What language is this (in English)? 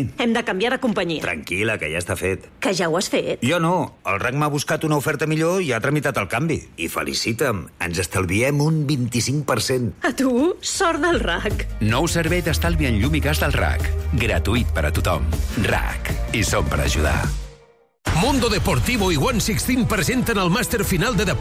Catalan